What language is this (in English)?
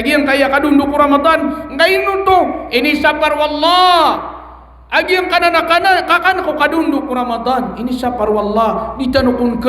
Maranao